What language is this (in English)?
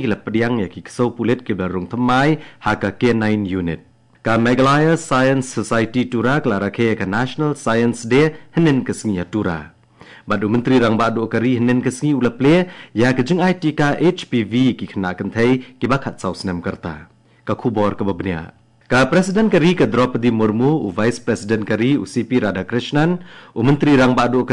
Khasi